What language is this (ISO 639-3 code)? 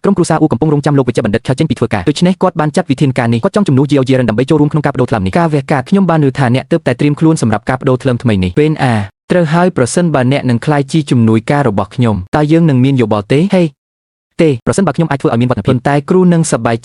khm